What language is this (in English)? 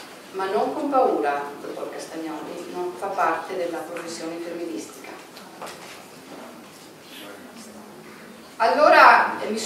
Italian